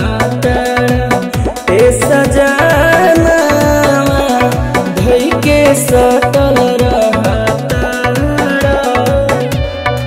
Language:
Bhojpuri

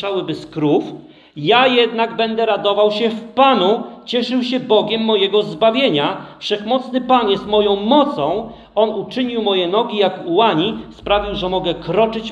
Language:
Polish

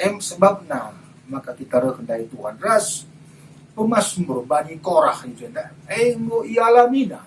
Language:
Batak Karo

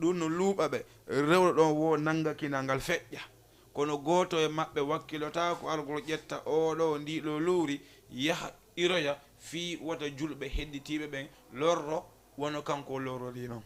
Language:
Fula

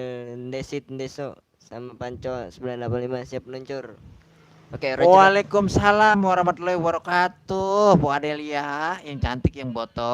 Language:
Betawi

